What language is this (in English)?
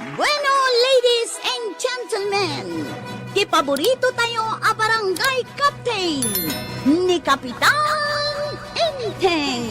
Iloko